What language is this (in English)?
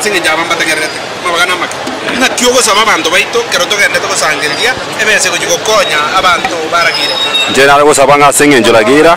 Gusii